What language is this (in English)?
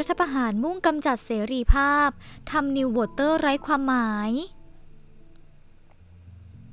Thai